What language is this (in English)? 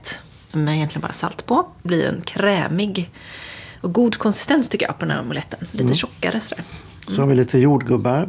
Swedish